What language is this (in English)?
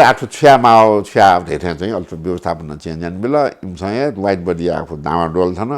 Newari